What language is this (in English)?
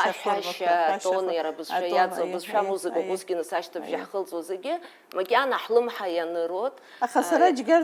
Abkhazian